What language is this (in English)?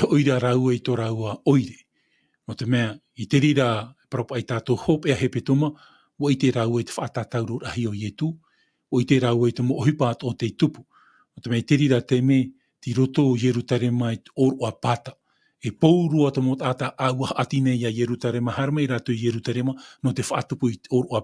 Tahitian